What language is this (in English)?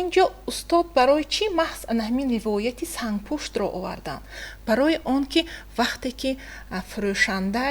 Tajik